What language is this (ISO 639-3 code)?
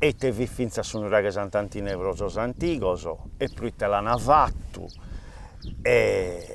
srd